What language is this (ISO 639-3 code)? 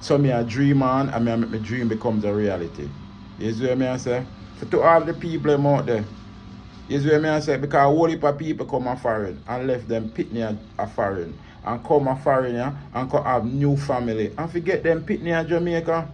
jam